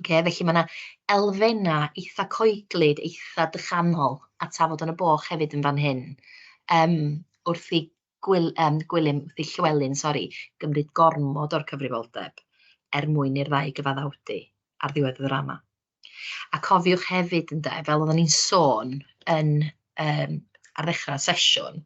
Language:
Welsh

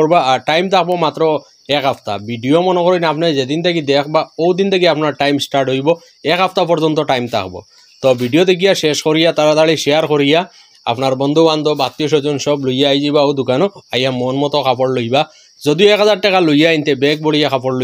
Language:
Sylheti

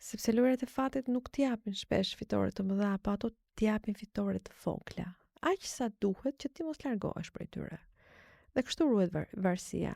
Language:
Albanian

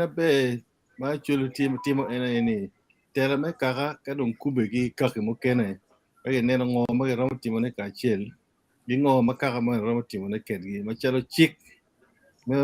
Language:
Acoli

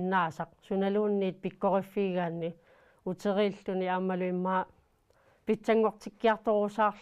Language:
Kalaallisut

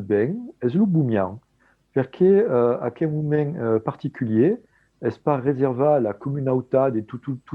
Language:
Occitan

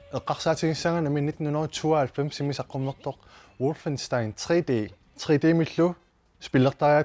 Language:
Kalaallisut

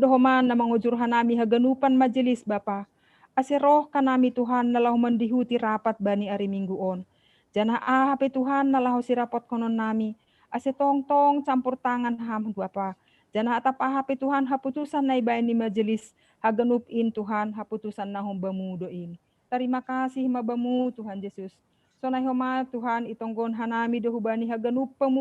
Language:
Batak Simalungun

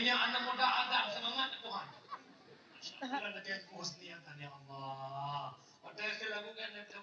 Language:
Achinese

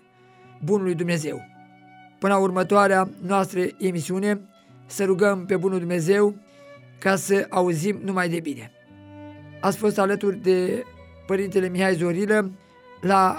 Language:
Romanian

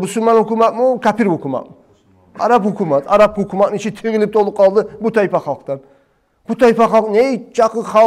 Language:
Kumyk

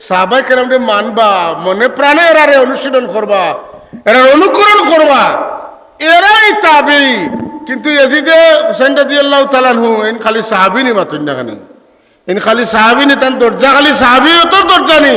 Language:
Sylheti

